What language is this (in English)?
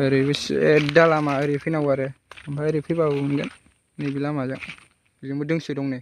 Bodo